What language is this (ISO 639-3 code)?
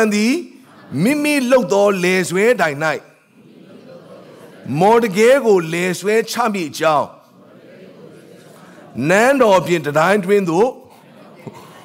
mya